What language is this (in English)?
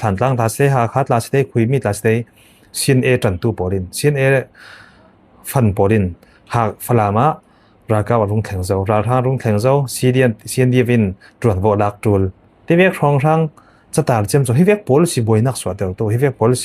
Falam Chin